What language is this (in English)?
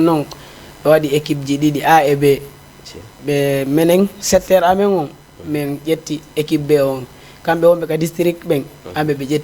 Fula